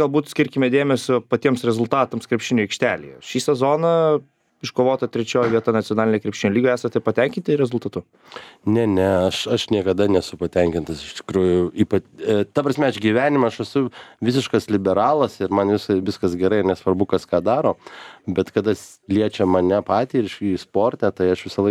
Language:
Lithuanian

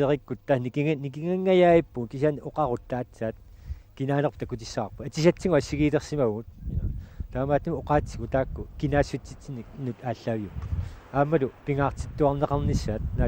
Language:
Kalaallisut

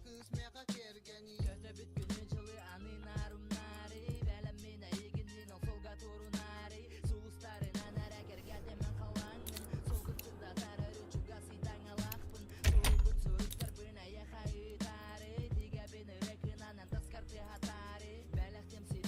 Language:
Yakut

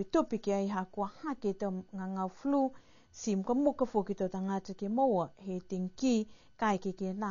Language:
Niuean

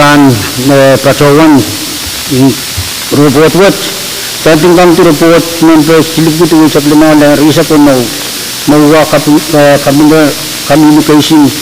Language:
Pohnpeian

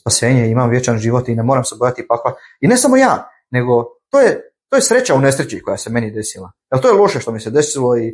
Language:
Bosnian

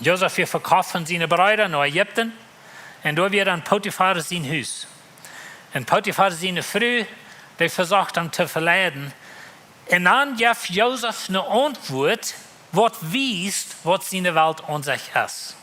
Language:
Plautdietsch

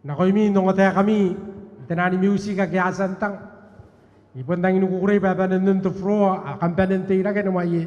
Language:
Gilbertese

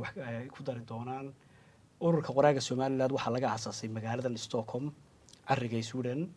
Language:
Somali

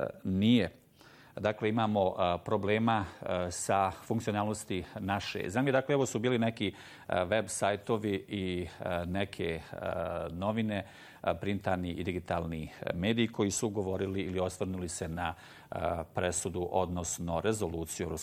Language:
Bosnian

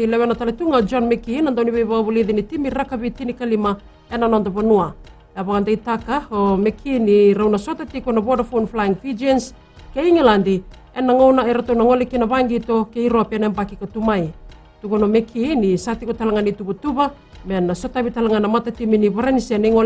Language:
Fijian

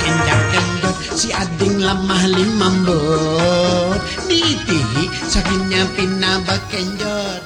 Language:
Banjar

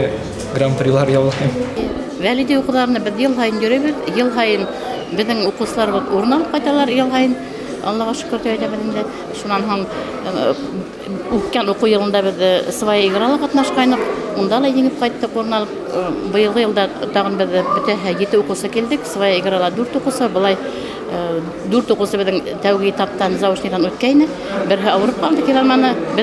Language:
Bashkir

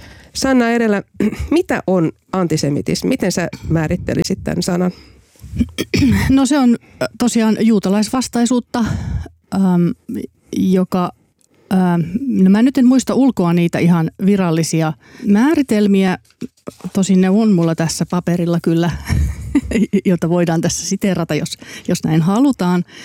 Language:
Finnish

